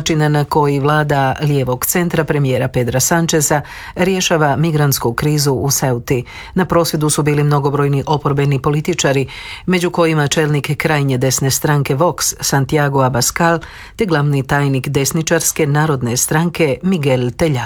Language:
Croatian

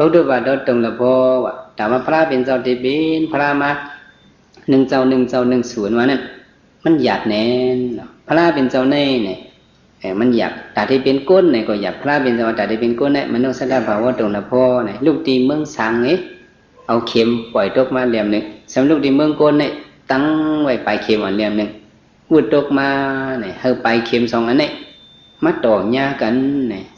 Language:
Shan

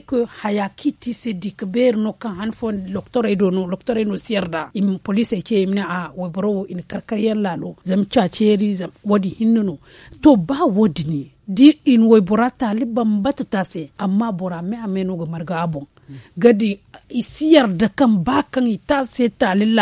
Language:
Zarma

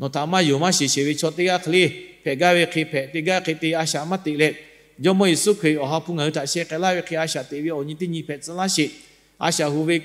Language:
Lahu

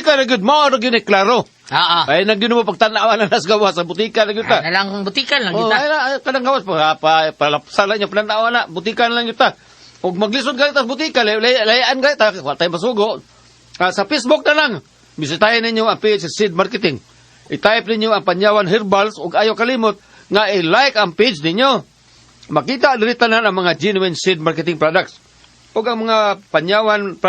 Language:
Cebuano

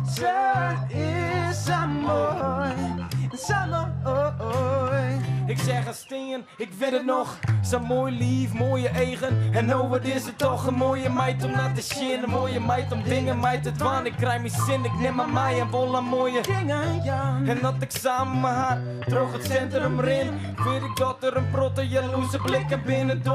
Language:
Western Frisian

